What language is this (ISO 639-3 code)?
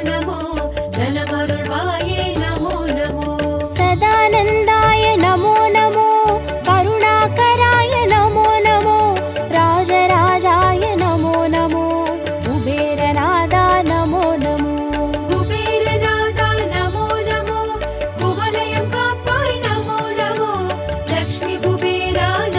tam